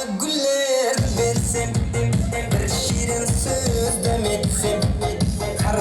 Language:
Kara-Kalpak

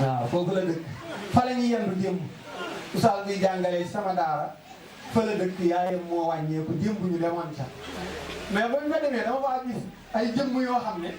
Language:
Wolof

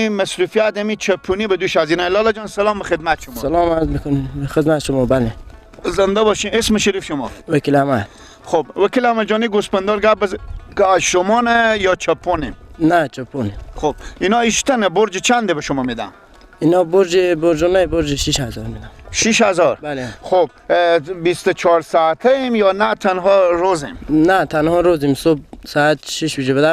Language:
Persian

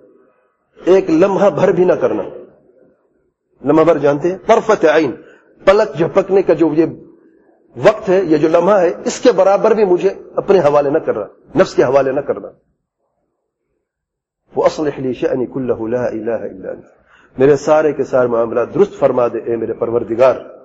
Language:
Urdu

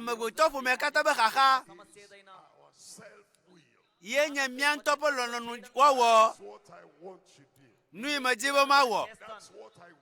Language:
Ewe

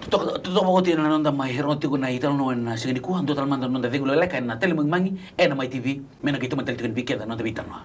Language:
Fijian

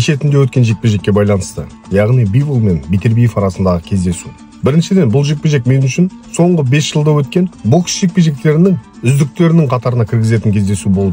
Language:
Kazakh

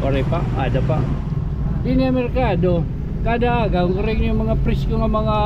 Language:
Waray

